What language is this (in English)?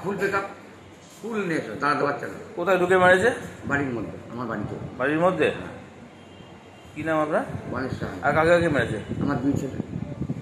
Bangla